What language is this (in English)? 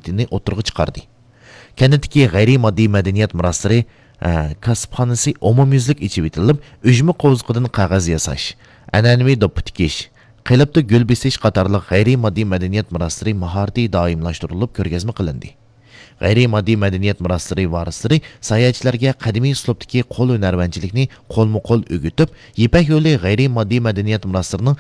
Uyghur